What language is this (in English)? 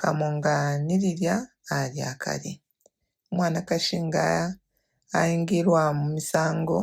Bemba